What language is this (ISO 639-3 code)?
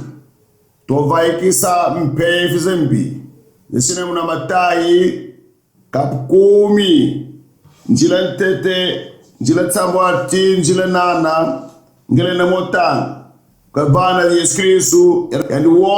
kon